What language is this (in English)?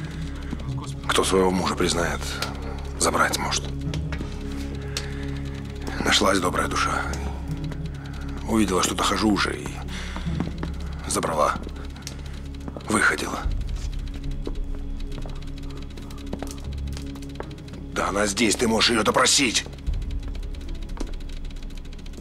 Russian